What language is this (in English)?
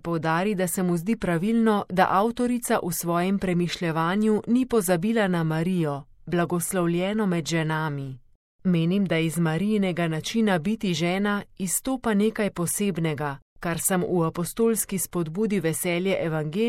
Slovenian